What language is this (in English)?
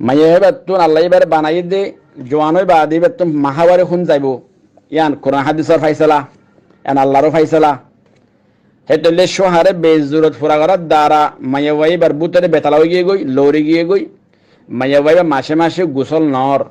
Rohingya